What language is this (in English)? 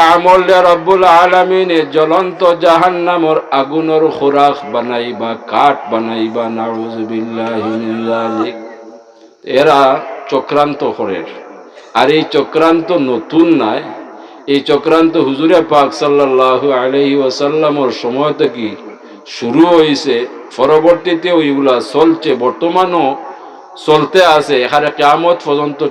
Sylheti